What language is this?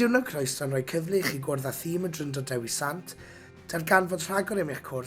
Welsh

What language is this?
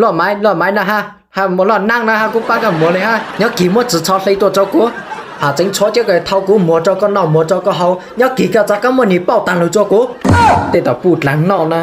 Hmong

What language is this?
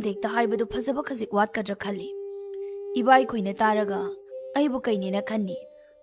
Manipuri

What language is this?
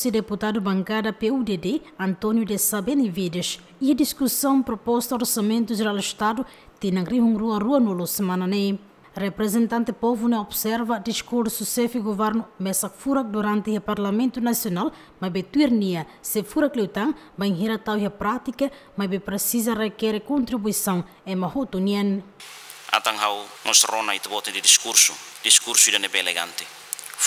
Tetum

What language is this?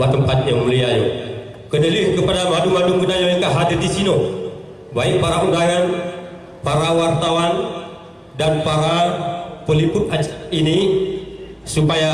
Achinese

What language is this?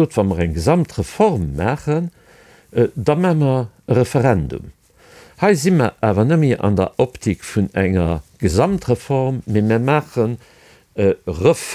Luxembourgish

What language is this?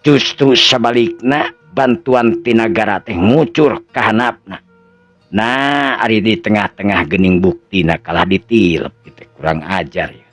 Sundanese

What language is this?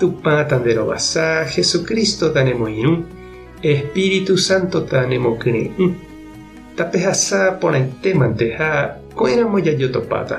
Guarani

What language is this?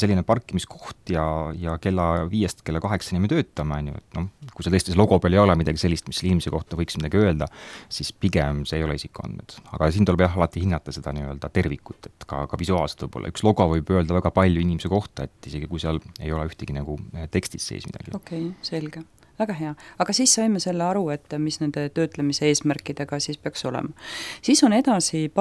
Estonian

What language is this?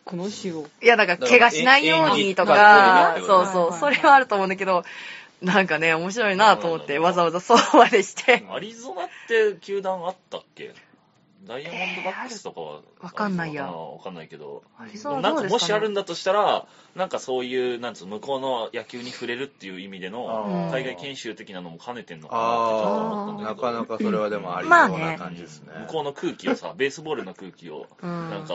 Japanese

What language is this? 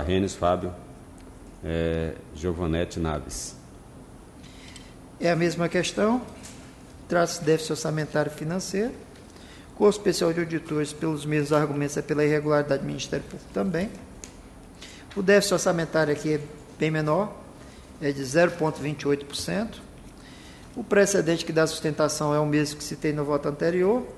Portuguese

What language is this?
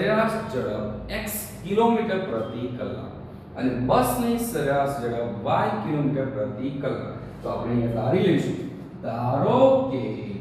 Gujarati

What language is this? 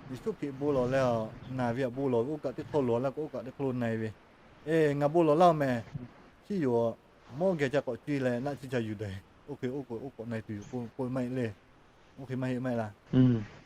Lahu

